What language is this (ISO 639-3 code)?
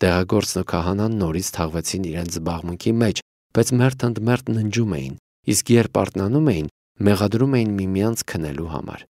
hye